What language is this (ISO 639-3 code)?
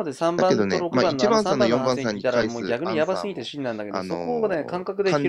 jpn